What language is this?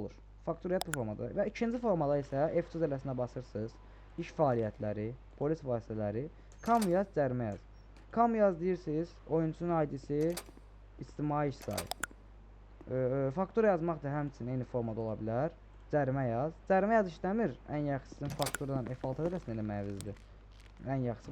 Azerbaijani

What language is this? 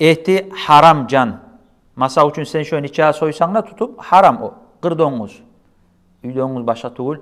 Kumyk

